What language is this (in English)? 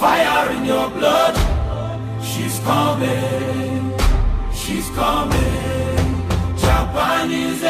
Ewe